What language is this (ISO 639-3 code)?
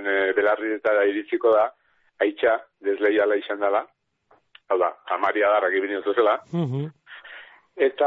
eus